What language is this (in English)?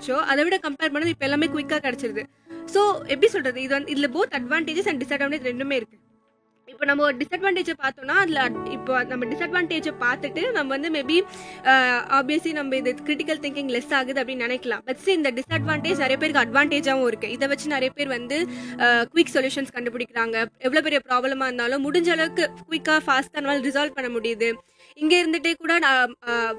Tamil